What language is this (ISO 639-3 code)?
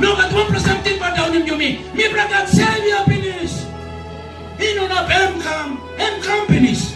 tpi